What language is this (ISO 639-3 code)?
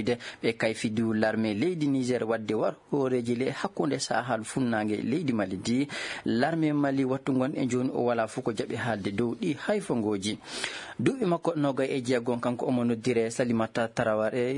ful